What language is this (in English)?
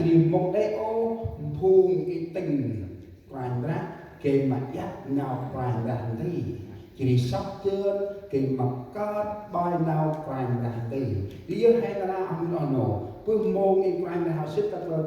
Central Mnong